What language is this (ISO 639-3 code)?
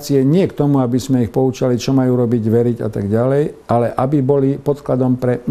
slk